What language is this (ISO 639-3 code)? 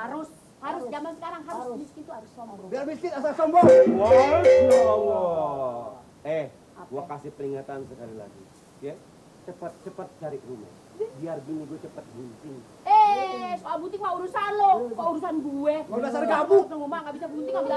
bew